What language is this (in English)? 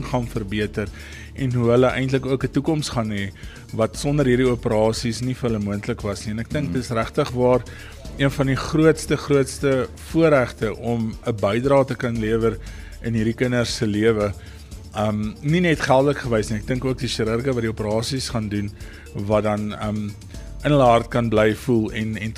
Afrikaans